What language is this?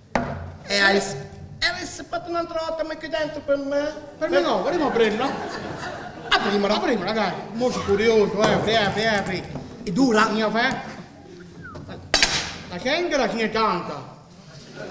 Italian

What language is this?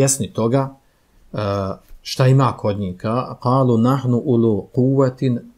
Bosnian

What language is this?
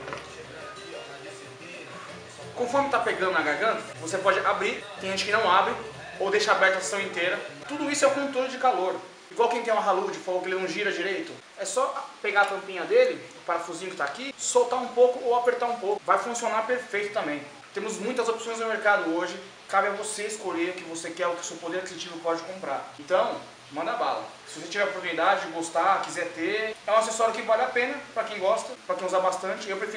Portuguese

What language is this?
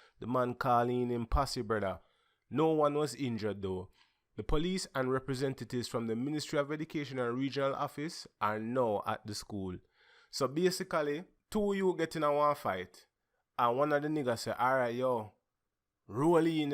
Jamaican Creole English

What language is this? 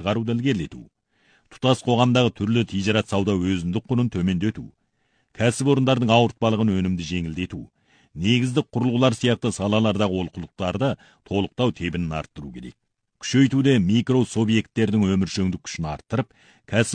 Kazakh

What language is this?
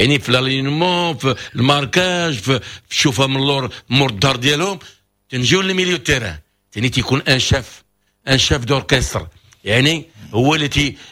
Moroccan Arabic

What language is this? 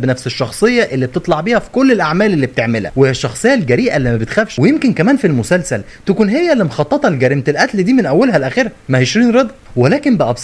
Egyptian Arabic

